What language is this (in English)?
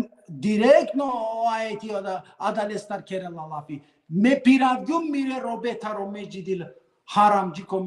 Balkan Romani